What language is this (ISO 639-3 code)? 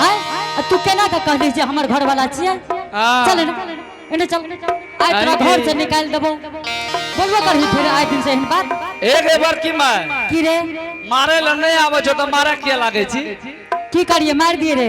anp